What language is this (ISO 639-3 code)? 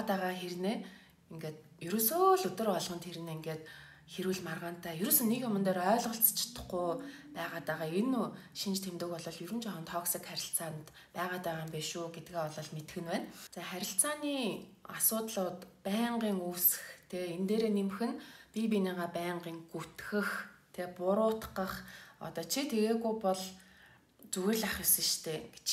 mon